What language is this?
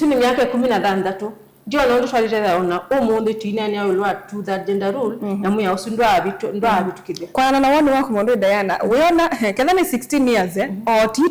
Kamba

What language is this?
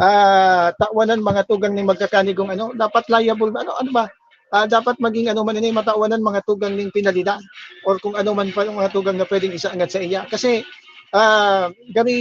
Bikol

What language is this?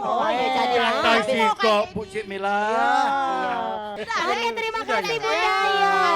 Musi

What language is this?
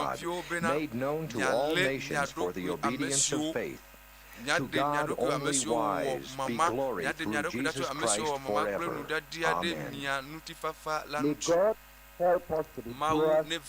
Ewe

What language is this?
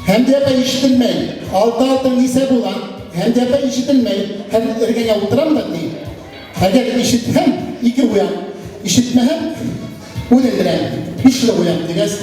Bashkir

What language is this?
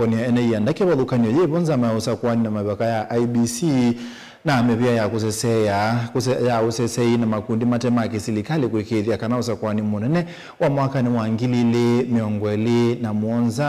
Kamba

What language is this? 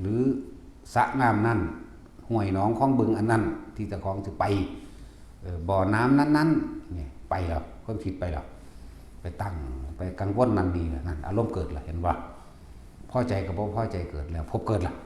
Northeastern Thai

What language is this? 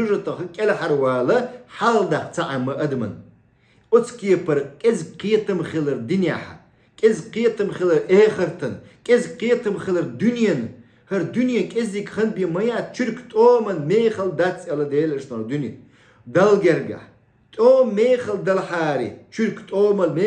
Chechen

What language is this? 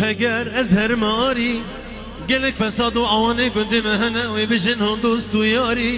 Kurdish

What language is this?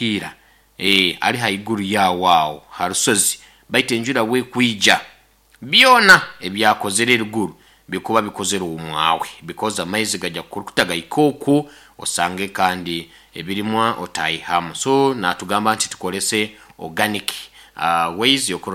Nyoro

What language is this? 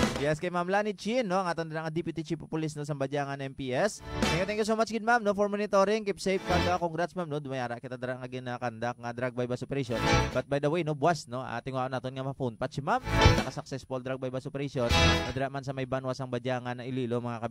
Hiligaynon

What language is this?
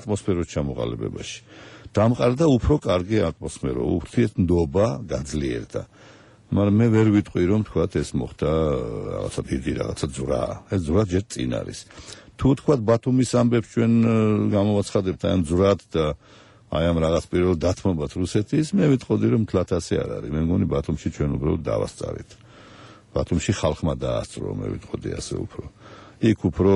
Georgian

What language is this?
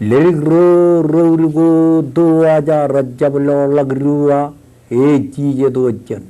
Marshallese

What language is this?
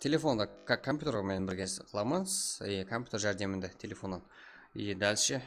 Kara-Kalpak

